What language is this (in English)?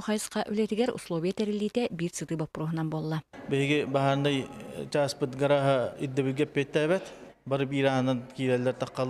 Yakut